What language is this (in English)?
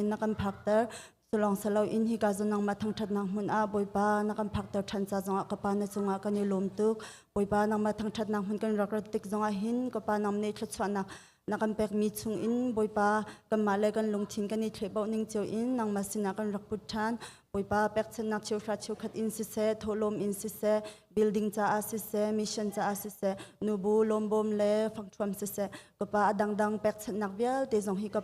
Hakha Chin